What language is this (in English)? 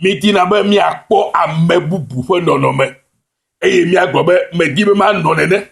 Ewe